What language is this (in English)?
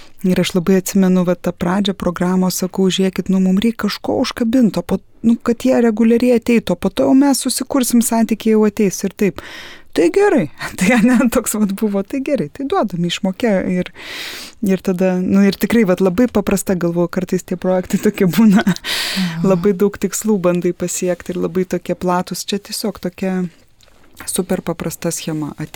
Lithuanian